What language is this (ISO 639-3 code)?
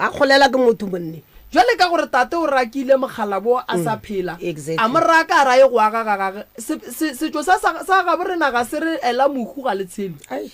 nso